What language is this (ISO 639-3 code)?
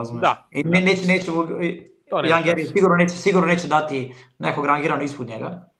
srp